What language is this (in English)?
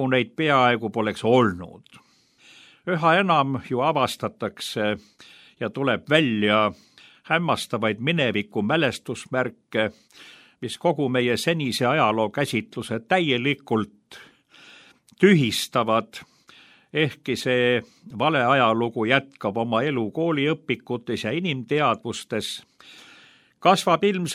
Estonian